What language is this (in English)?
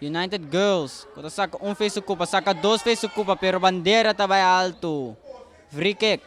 Papiamento